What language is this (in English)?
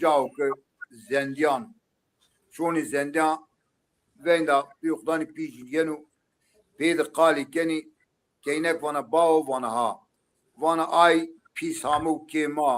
Zaza